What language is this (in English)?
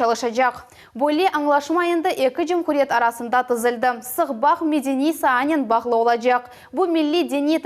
Crimean Tatar